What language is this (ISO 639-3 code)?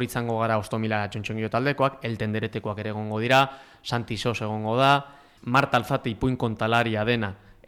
eus